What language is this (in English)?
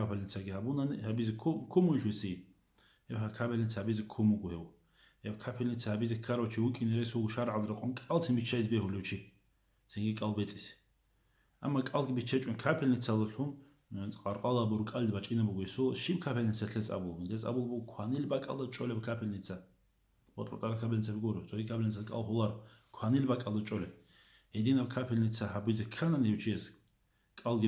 Avaric